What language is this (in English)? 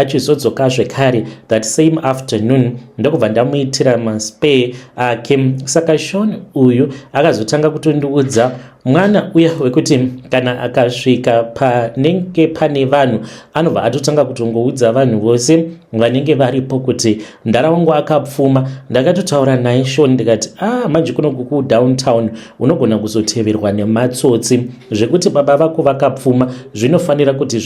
Shona